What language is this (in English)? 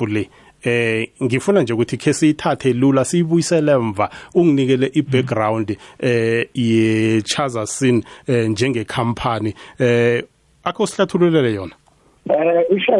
South Ndebele